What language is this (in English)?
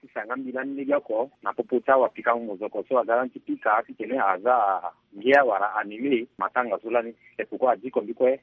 Sango